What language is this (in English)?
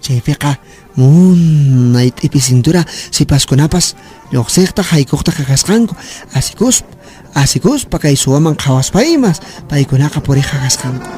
Quechua